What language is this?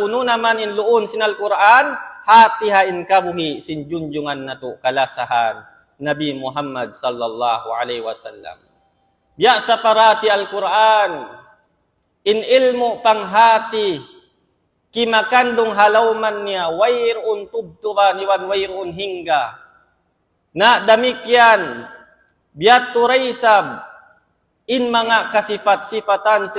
Tausug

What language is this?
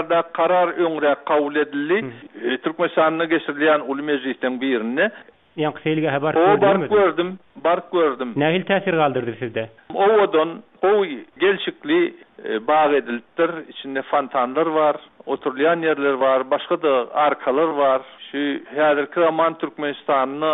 Turkmen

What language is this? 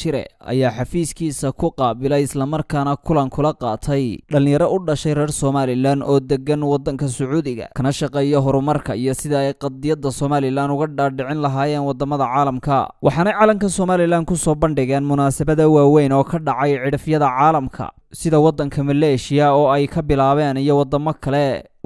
Somali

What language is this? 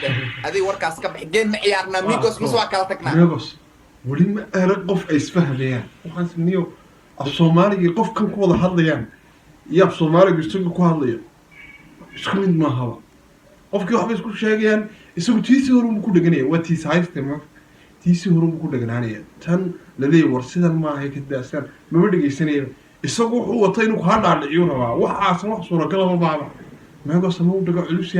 Somali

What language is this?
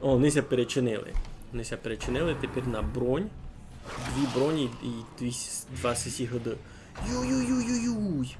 Rusyn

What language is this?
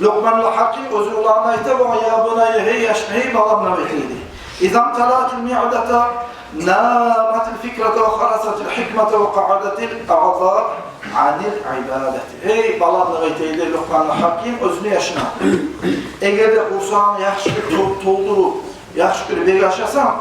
Kumyk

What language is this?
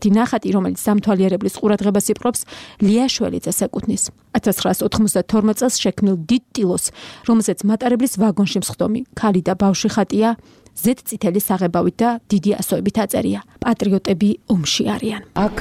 Georgian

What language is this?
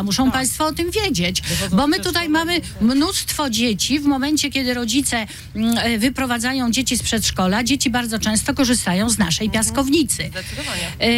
Polish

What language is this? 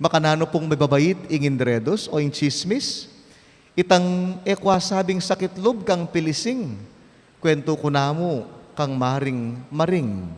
Pampanga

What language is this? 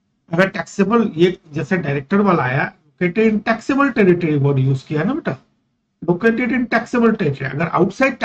Hindi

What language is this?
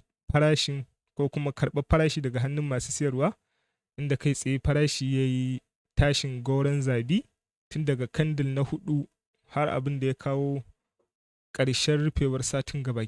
Hausa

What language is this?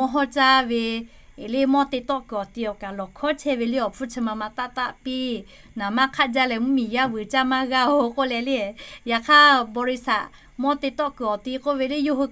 Lahu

